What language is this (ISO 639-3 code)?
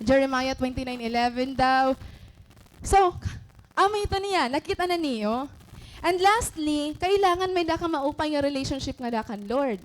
war